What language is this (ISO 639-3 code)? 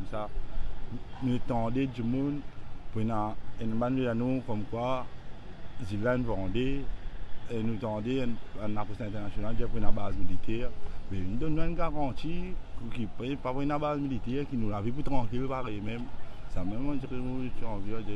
mfe